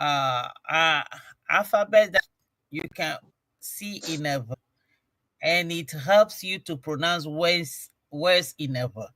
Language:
Ewe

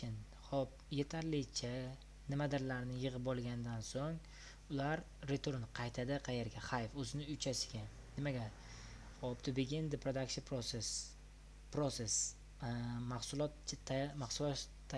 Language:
Uzbek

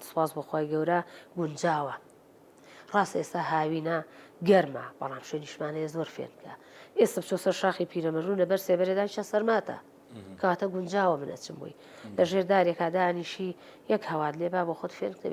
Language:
Central Kurdish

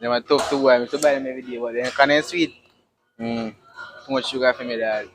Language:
Jamaican Creole English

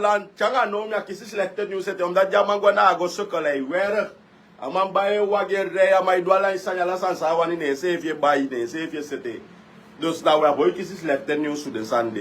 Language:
Sranan Tongo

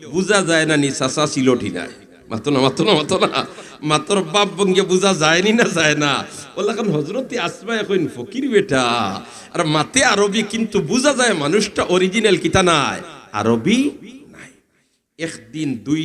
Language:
Sylheti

